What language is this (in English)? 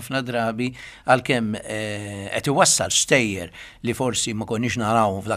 Maltese